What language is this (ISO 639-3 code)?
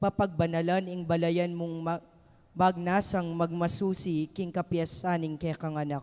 pam